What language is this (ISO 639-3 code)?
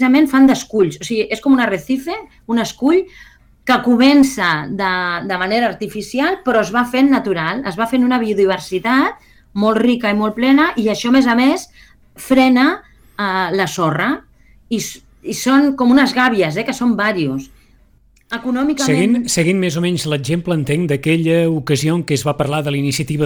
cat